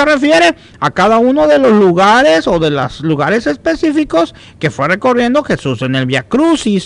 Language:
Spanish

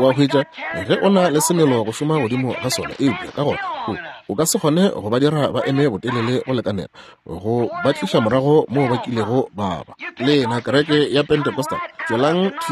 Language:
Northern Sotho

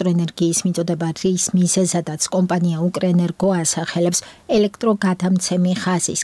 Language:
Georgian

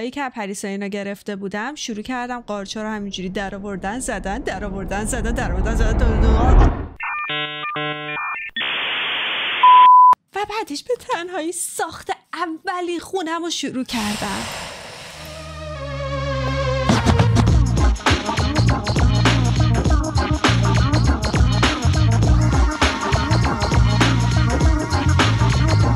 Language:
Persian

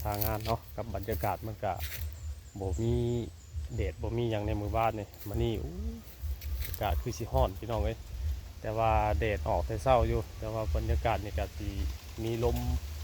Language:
Northeastern Thai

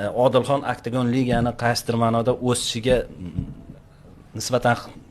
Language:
Uzbek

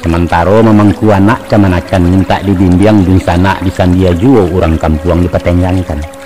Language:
Minangkabau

